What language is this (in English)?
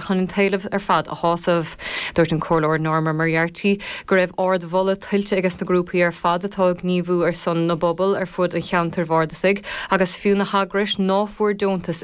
Irish